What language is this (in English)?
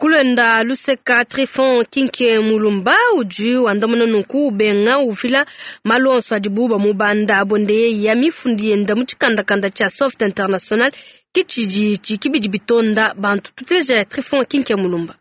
Luba-Lulua